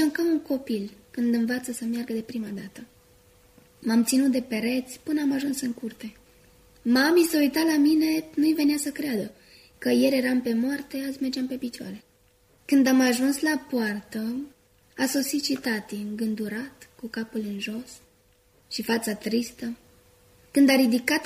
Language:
Romanian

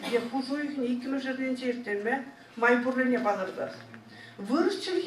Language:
Chuvash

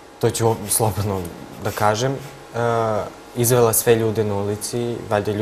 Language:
Serbian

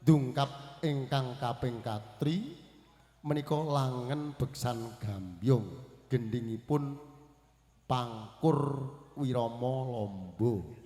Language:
Javanese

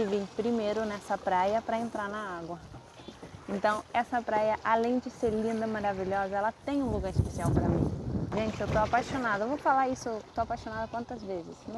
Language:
Portuguese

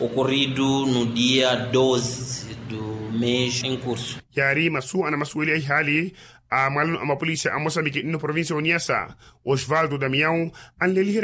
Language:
Makhuwa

